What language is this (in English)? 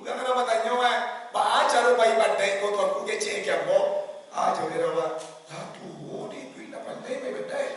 Minangkabau